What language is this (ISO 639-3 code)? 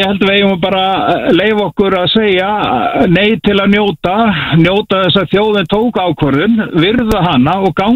isl